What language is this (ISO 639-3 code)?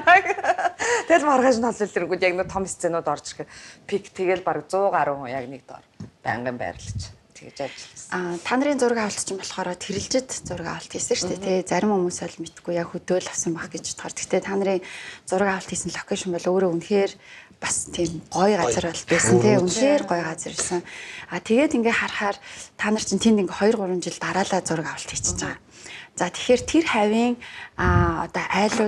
mon